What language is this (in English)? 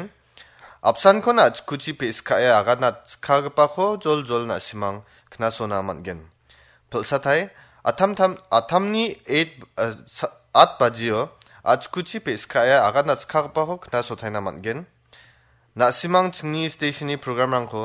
Garo